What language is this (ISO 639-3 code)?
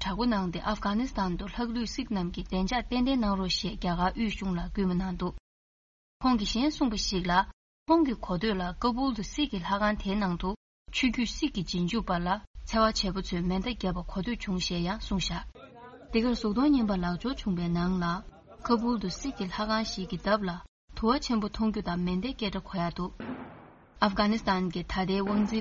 bod